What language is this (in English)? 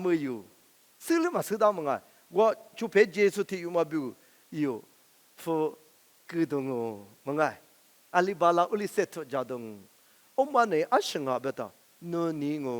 Lisu